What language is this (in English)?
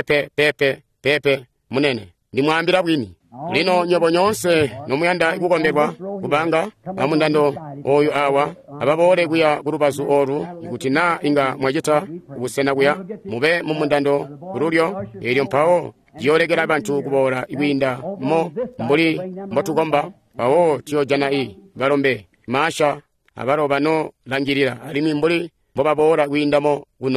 Tonga (Zambia)